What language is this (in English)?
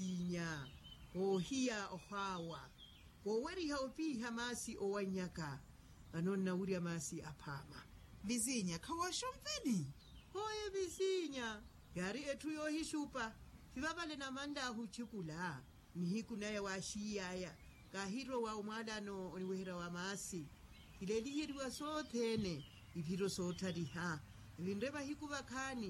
Makhuwa